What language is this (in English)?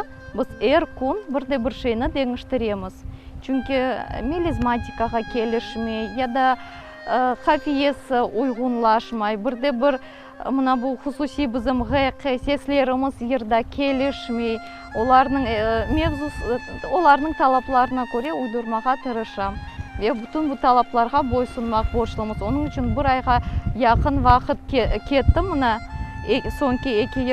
Crimean Tatar